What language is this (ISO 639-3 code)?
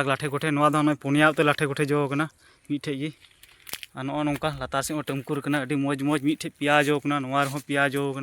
sat